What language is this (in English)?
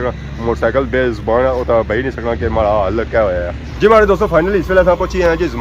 Pahari-Potwari